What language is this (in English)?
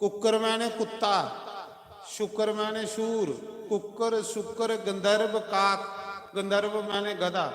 Dogri